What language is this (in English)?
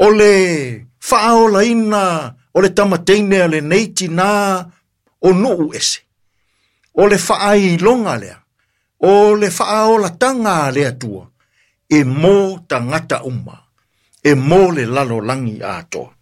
Samoan